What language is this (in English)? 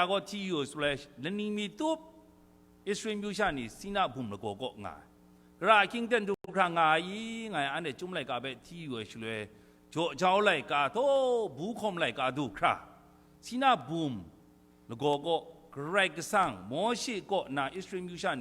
Kachin